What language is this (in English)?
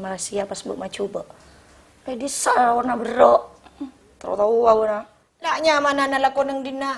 Madurese